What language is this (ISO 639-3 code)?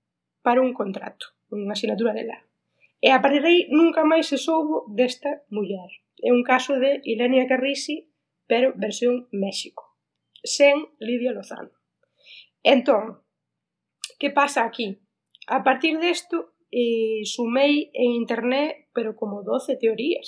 glg